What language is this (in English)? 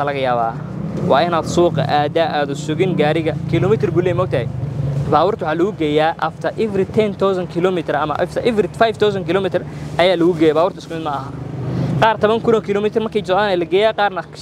Somali